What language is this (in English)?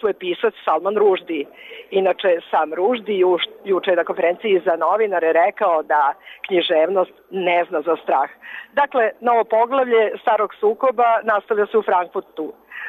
Serbian